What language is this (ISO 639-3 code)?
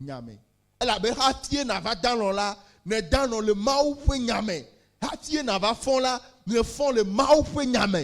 ewe